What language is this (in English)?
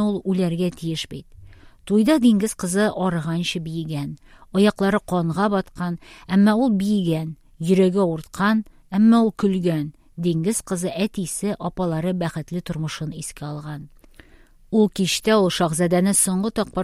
Tatar